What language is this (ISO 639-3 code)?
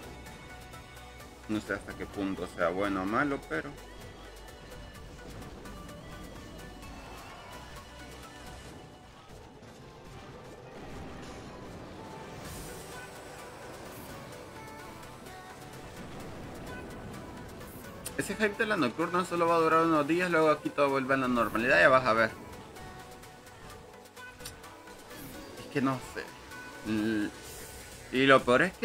spa